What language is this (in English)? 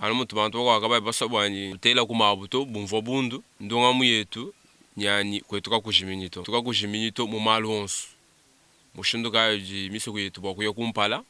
Luba-Lulua